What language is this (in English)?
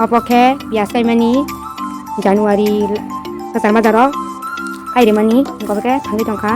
Kok Borok